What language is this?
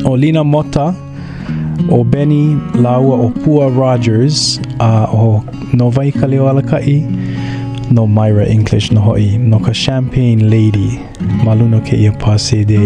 Hawaiian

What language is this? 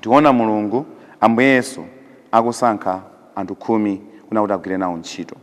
Nyanja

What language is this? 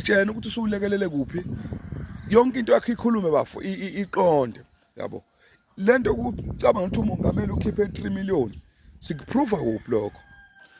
Zulu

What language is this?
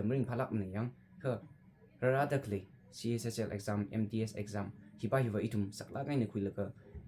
Tangkhul Naga (India)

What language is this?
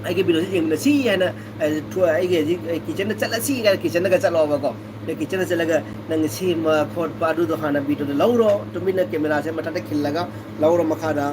Manipuri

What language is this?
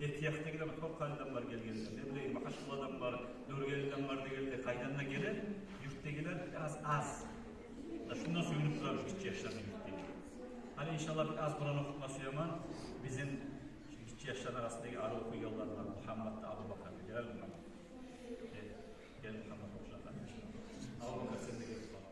Kumyk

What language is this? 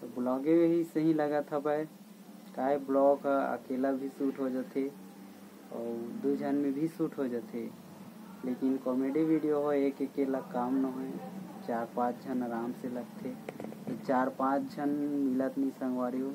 Chhattisgarhi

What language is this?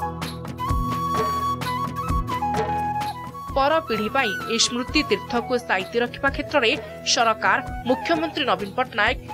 Odia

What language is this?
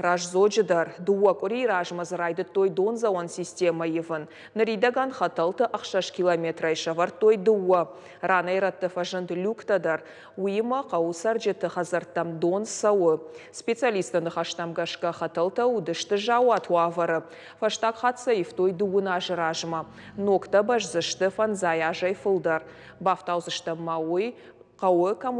Ossetic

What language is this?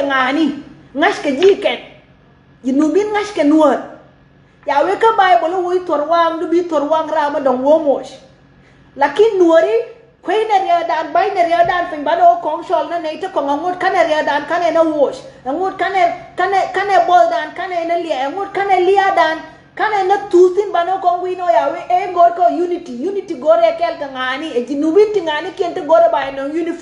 Nuer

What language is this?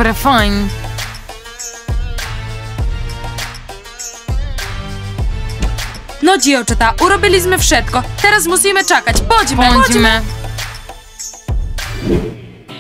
Slovak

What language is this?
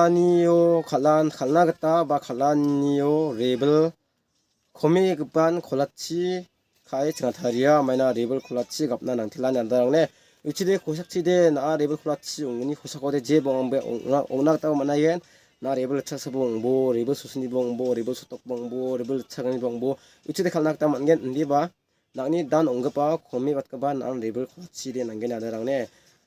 Garo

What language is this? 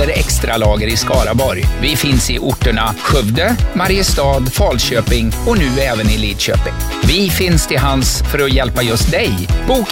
Swedish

